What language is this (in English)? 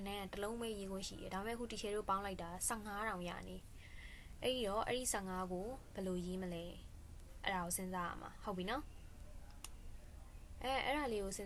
Burmese